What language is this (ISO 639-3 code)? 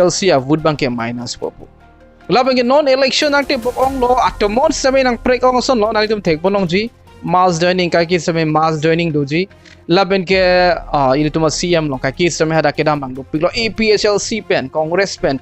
mjw